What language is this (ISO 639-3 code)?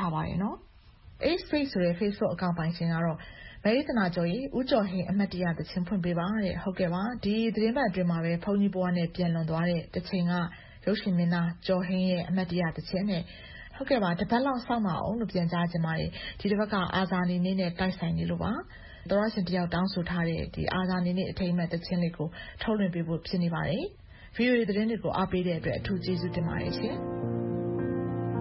mya